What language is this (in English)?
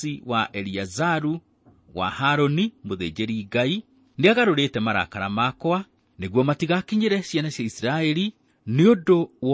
Kikuyu